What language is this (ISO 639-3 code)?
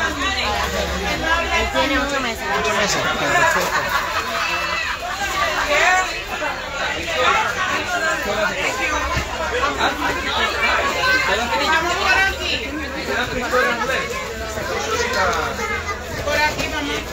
spa